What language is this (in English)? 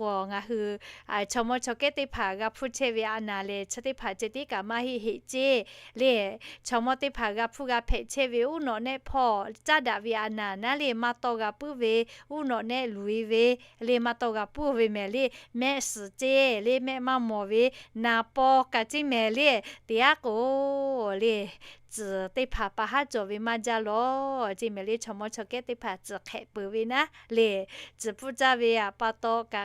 Lahu